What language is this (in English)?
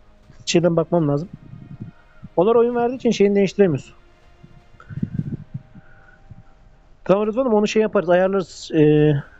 Turkish